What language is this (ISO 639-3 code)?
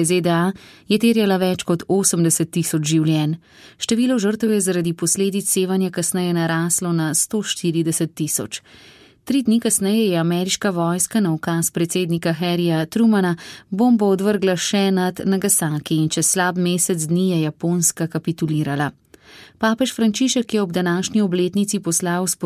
slv